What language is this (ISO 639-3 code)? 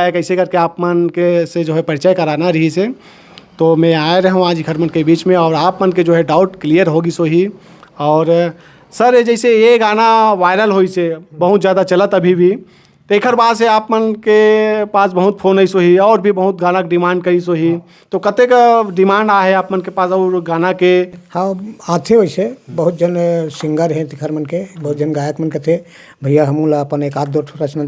hne